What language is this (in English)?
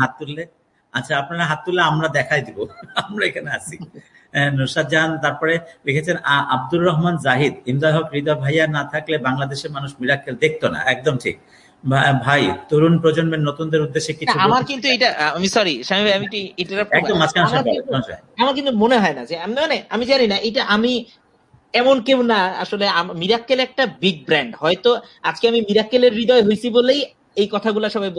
Bangla